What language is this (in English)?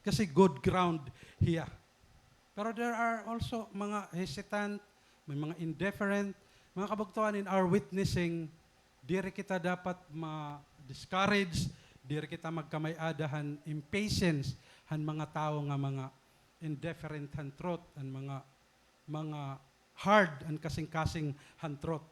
Waray